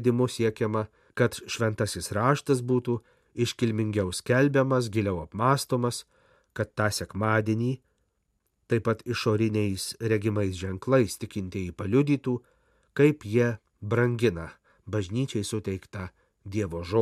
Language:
Lithuanian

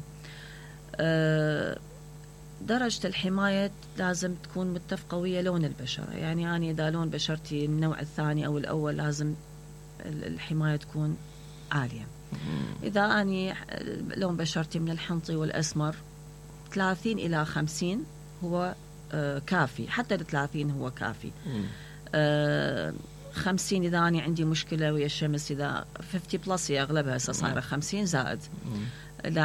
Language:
Mesopotamian Arabic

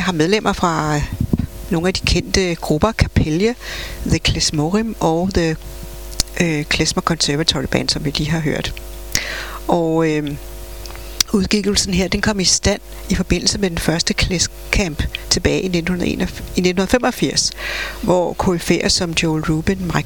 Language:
Danish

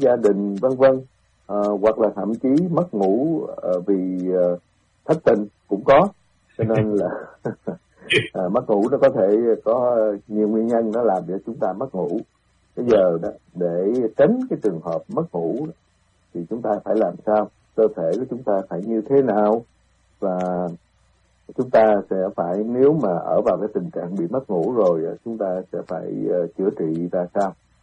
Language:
Vietnamese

